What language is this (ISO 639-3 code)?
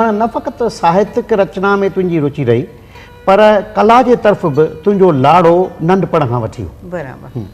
snd